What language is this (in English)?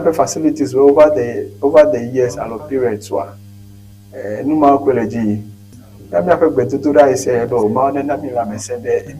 Ewe